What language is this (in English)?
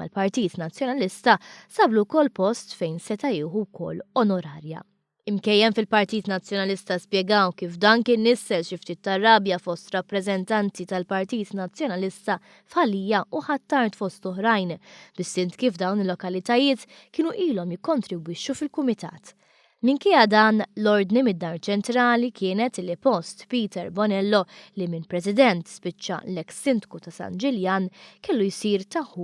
Maltese